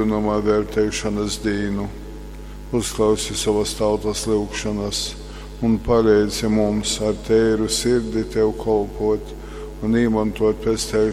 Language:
Latgalian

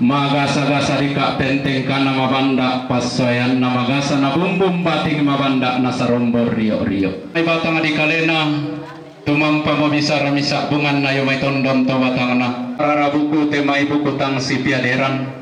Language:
Toraja-Sa'dan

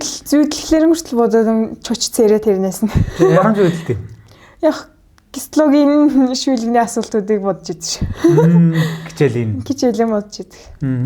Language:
Mongolian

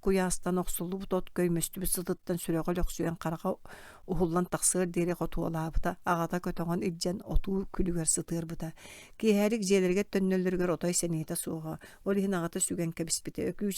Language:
Yakut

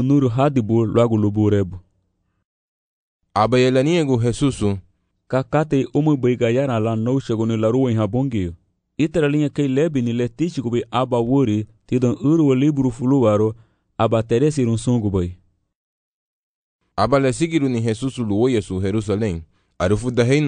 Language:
Garifuna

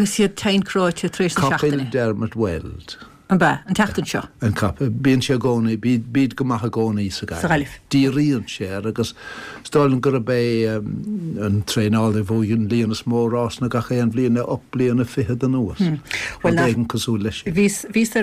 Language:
Irish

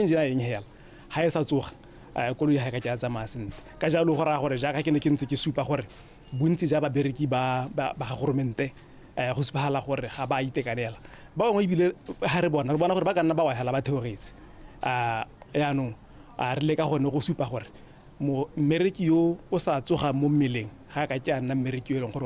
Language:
Tswana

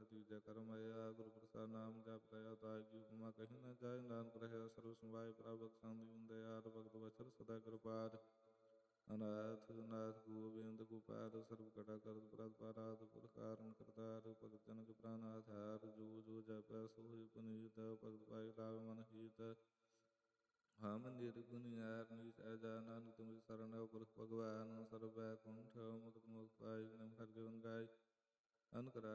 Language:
Punjabi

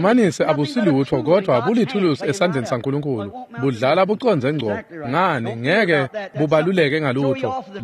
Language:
Swati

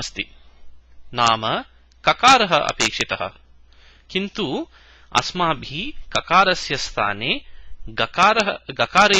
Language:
Sanskrit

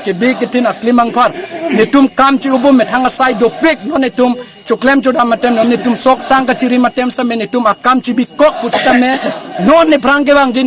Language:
Karbi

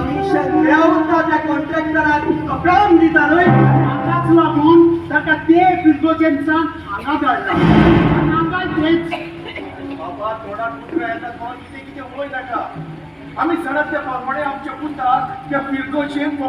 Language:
Konkani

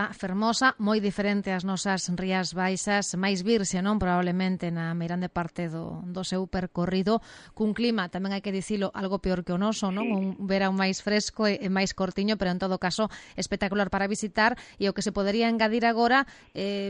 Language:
Galician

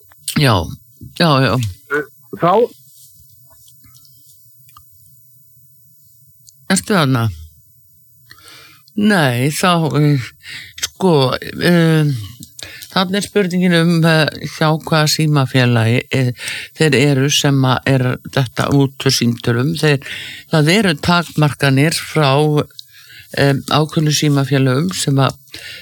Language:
Icelandic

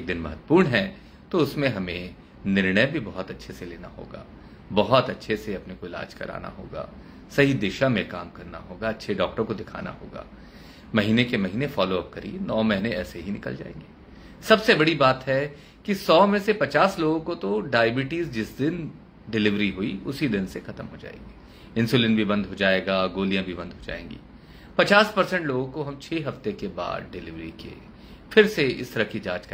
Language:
Hindi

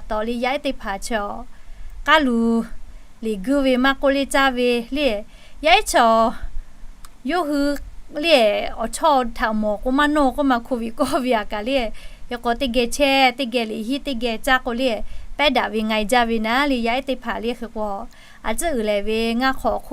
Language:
Lahu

